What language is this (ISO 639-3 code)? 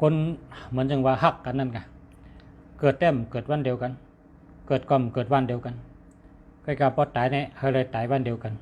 shn